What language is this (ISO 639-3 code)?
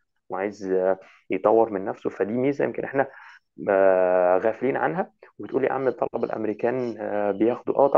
arz